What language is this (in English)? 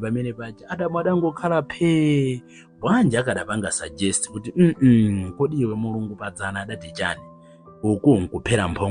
Nyanja